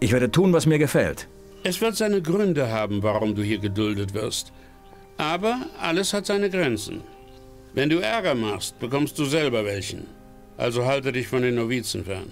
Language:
Bavarian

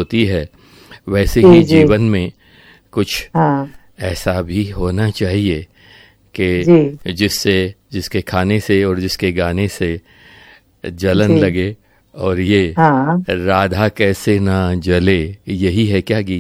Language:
Hindi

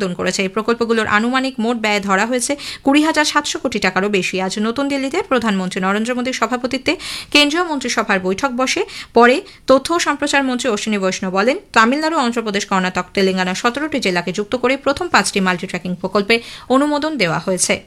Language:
Bangla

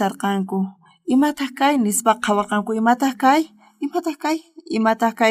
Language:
South Bolivian Quechua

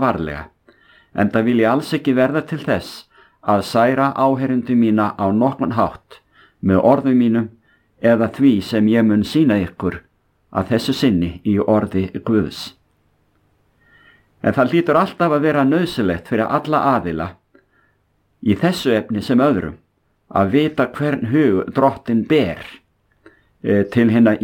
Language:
Icelandic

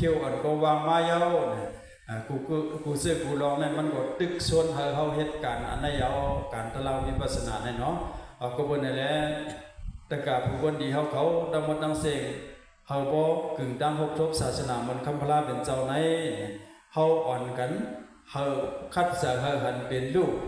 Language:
Shan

